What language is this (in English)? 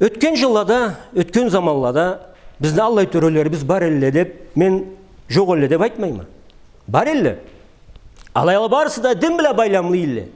Karachay-Balkar